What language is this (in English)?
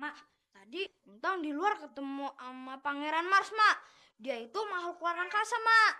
Betawi